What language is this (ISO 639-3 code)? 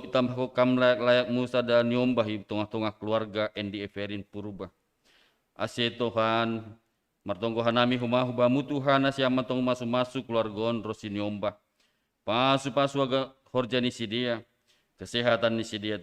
bts